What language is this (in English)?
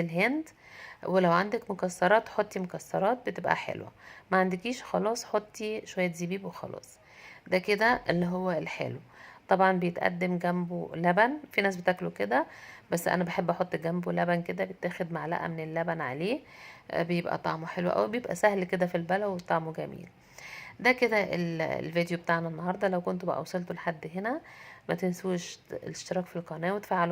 Egyptian Arabic